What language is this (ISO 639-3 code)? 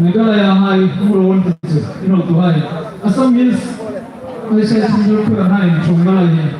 hmr